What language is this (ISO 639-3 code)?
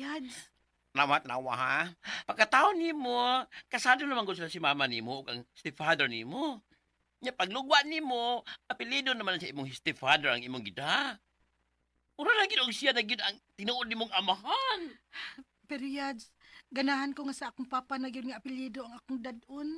ceb